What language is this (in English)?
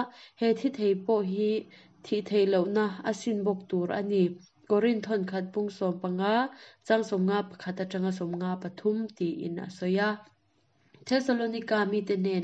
Mizo